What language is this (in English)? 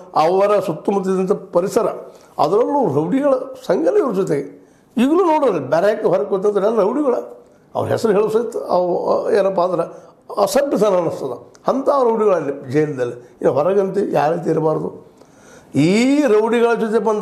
Kannada